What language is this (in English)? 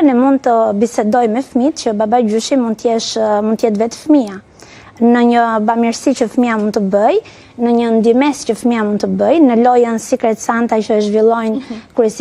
Albanian